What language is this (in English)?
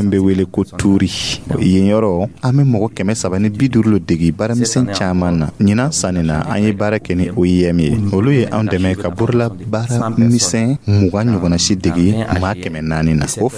Dyula